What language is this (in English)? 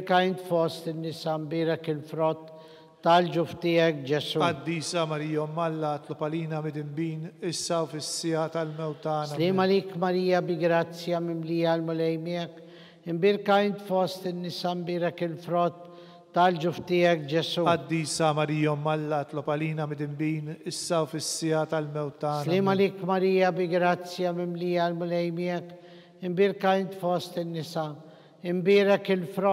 Maltese